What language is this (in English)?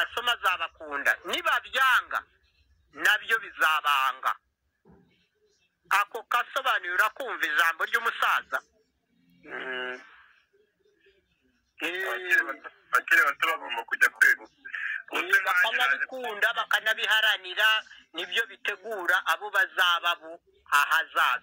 Kinyarwanda